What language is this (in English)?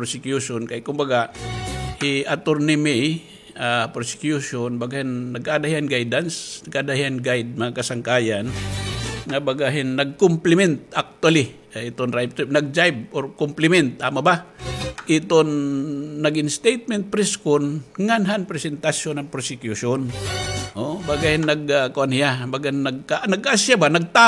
Waray